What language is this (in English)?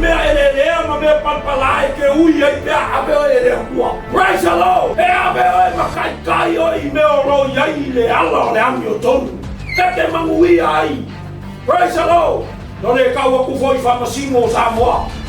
Samoan